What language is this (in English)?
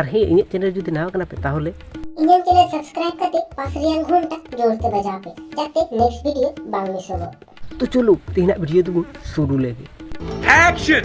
Santali